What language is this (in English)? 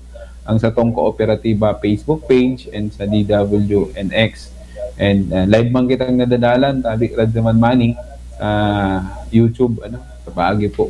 Bikol